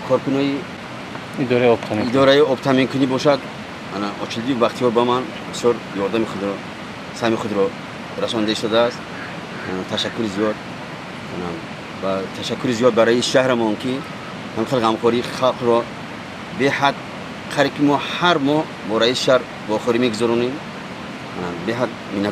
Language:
Tajik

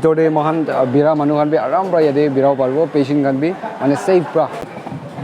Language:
Naga Pidgin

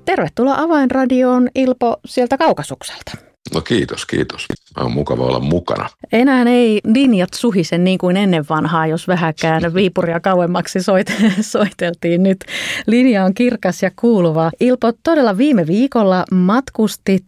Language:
Finnish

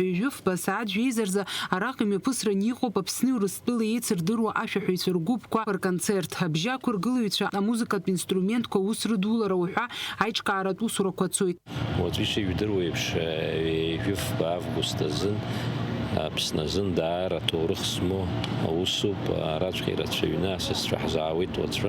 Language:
Abkhazian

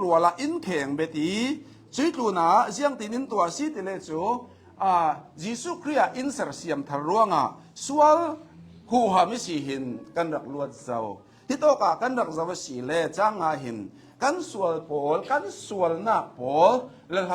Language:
Hakha Chin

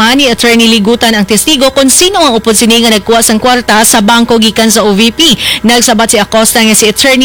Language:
Hiligaynon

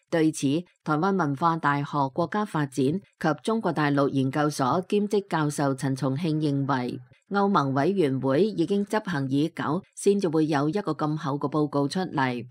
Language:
Cantonese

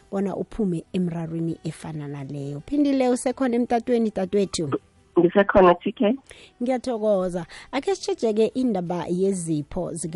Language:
South Ndebele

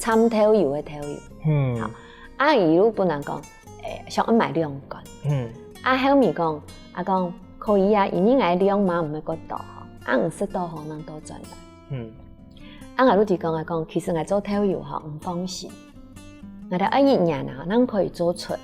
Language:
Hakka Chinese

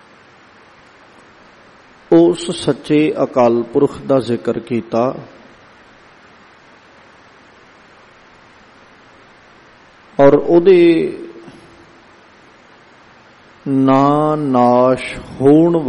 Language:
Punjabi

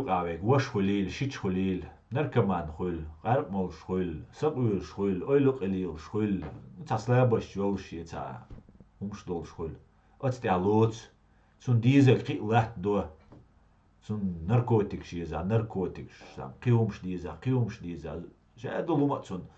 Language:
Chechen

